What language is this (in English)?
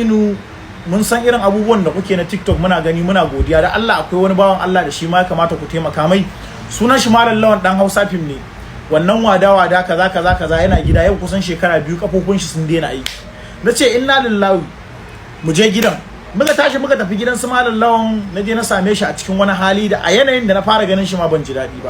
Hausa